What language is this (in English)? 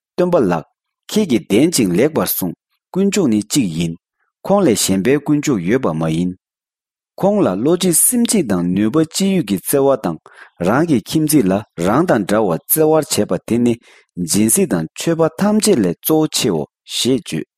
Tibetan